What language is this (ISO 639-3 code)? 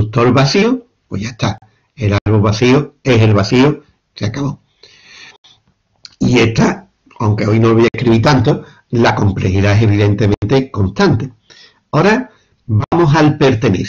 spa